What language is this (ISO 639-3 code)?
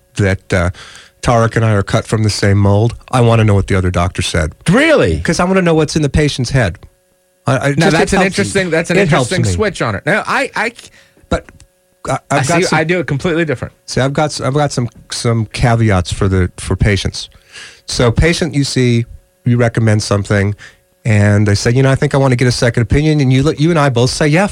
eng